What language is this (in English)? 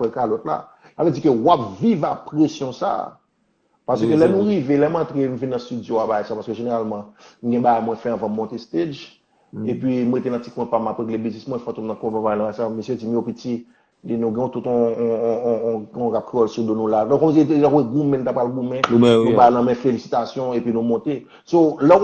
Haitian Creole